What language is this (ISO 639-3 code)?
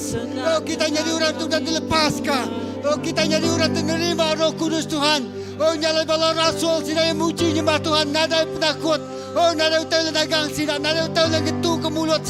iba